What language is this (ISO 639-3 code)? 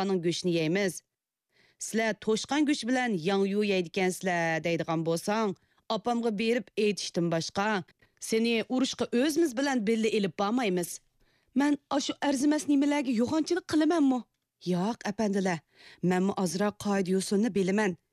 uig